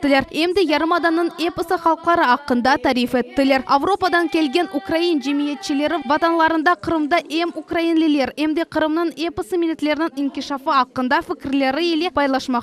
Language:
Crimean Tatar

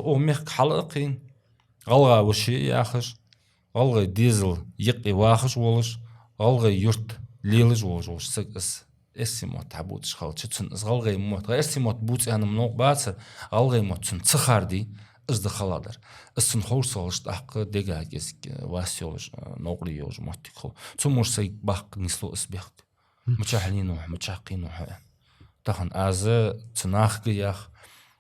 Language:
Ingush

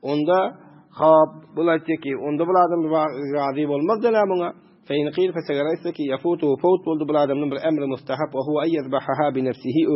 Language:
Turkmen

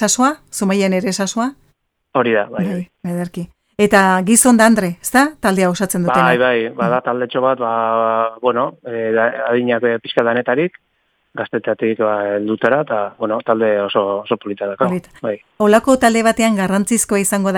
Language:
Basque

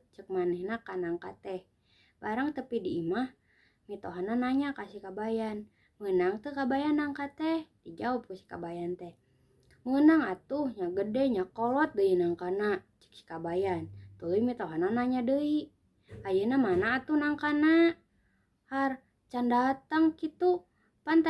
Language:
Sundanese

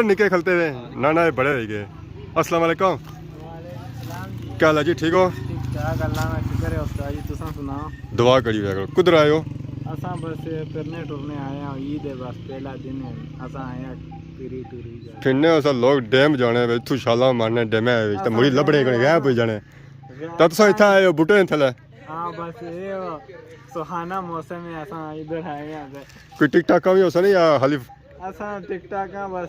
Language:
Pahari-Potwari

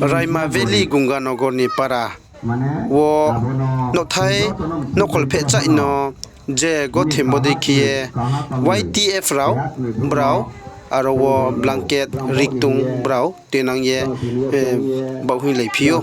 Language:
Riang (India)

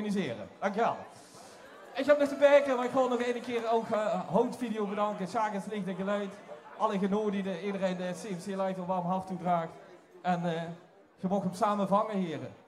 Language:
Limburgish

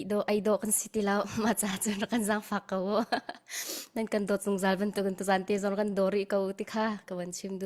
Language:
Hakha Chin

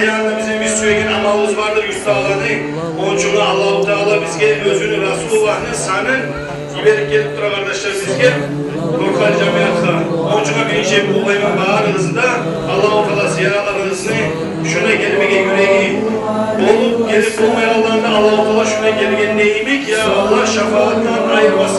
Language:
Kumyk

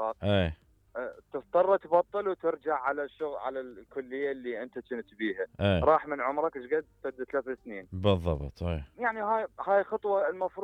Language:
Mesopotamian Arabic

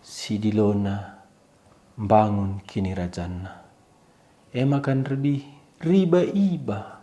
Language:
Batak Karo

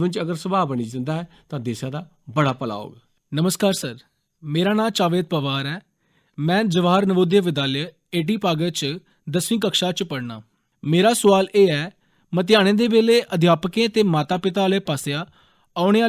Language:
Dogri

